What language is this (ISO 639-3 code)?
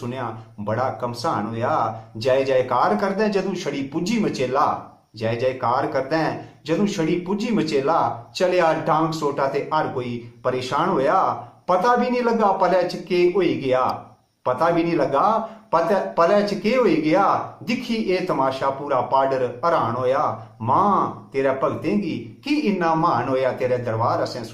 doi